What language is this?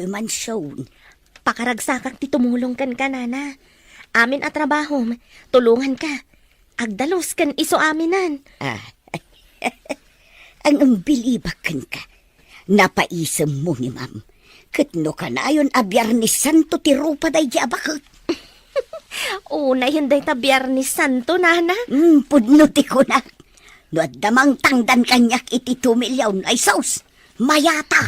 Iloko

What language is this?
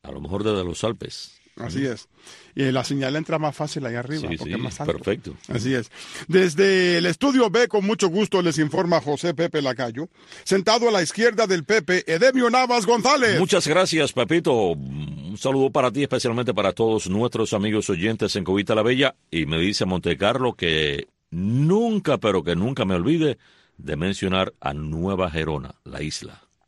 Spanish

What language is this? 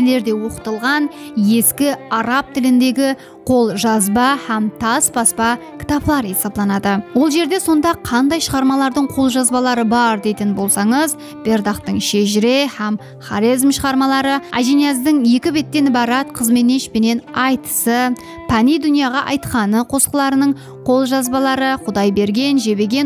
Kara-Kalpak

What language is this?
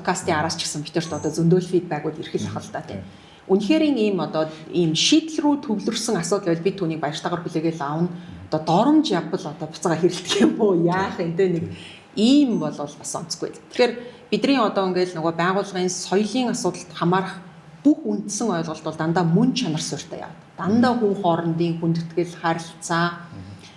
Mongolian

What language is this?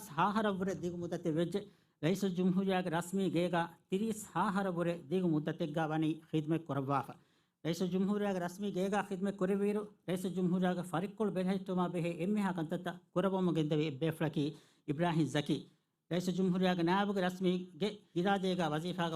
Divehi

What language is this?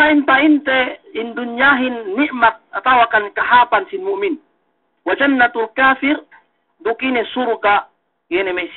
Yakan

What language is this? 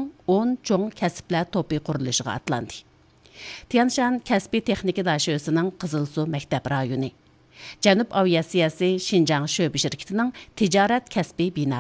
Uyghur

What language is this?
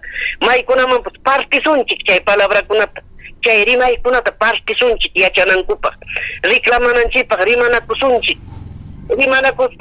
Ayacucho Quechua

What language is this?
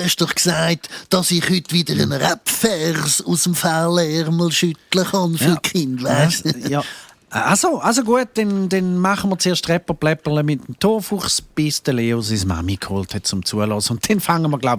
Swiss German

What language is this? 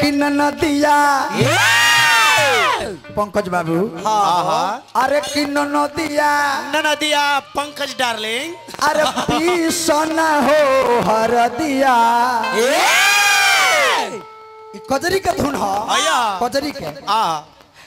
Bhojpuri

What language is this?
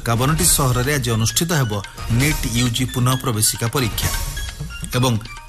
Odia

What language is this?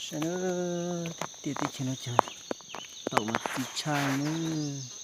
Hmong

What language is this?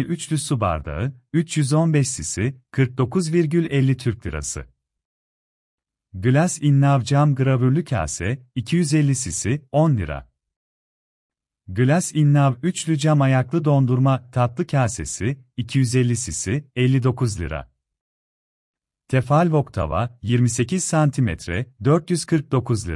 Turkish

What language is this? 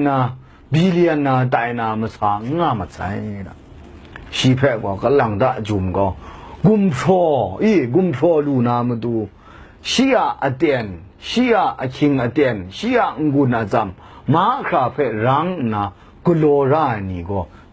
Kachin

